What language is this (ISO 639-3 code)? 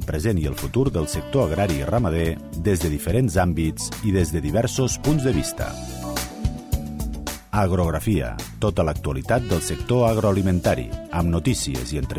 cat